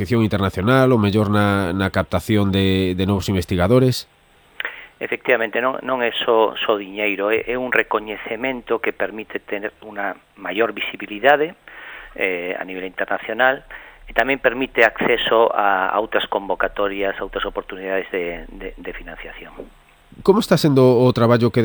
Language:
Galician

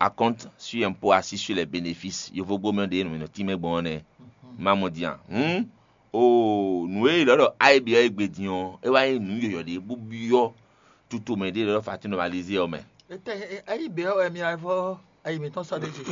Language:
Fon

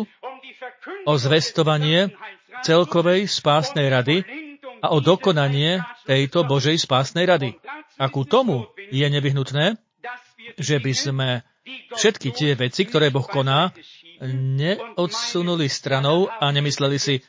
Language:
Slovak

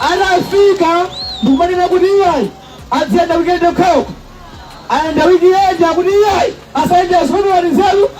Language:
Nyanja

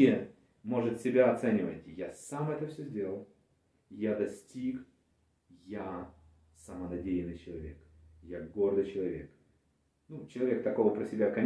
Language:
Russian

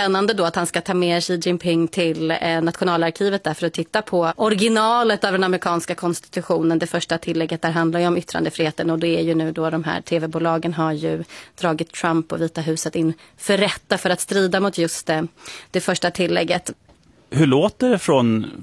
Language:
Swedish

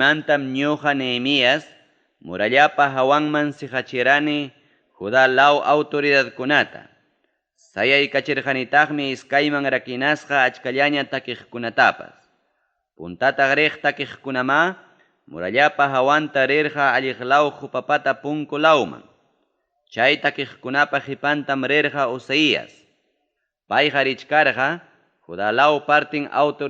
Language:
Ayacucho Quechua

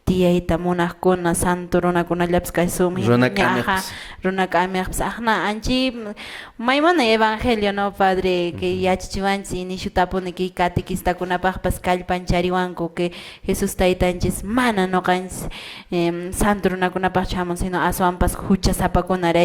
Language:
Quechua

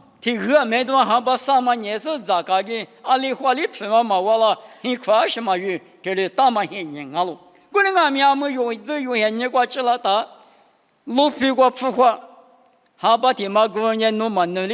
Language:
Lisu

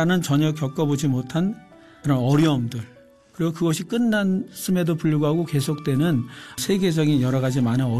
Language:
Korean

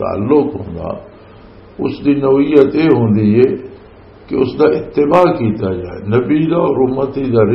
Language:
Western Panjabi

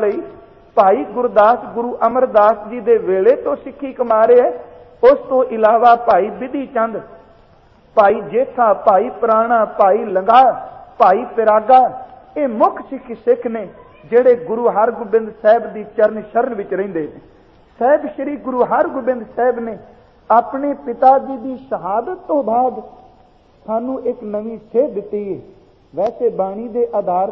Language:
Punjabi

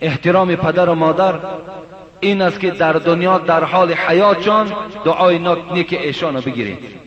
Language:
Persian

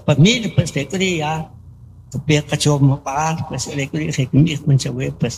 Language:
Kaqchikel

